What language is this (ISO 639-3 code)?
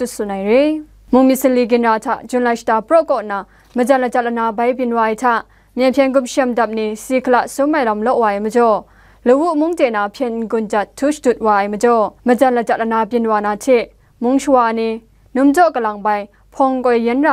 kac